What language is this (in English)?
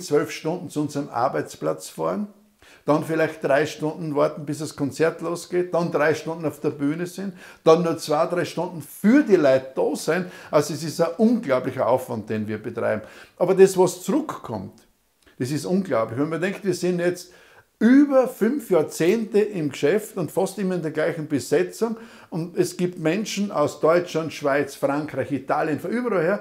German